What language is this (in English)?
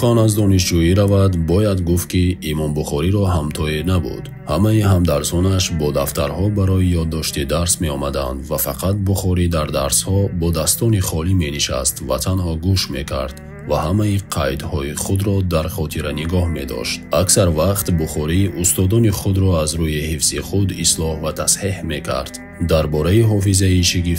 Tajik